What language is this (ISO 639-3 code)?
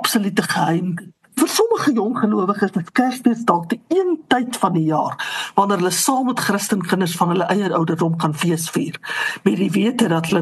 afr